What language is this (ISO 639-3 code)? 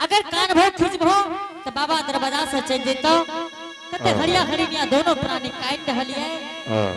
anp